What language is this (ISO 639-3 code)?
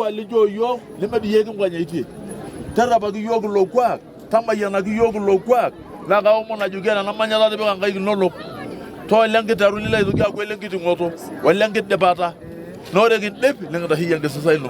mas